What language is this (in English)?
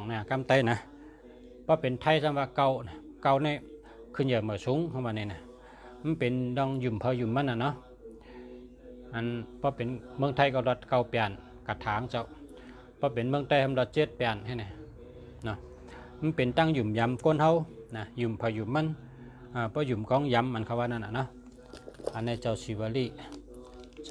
Shan